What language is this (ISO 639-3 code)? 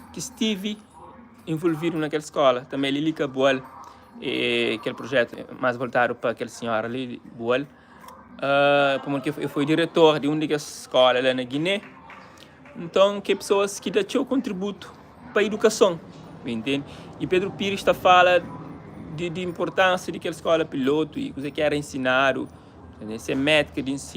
kea